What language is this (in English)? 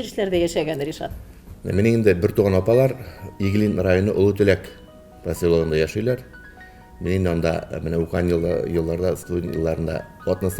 Tatar